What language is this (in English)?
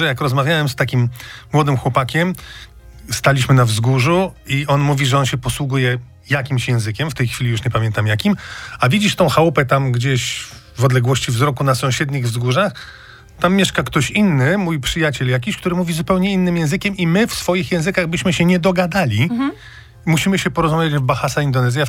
Polish